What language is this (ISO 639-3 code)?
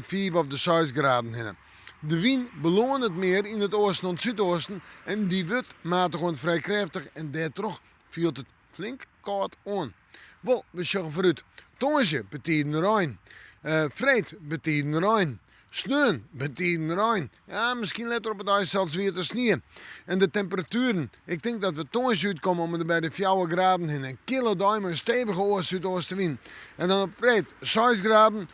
fry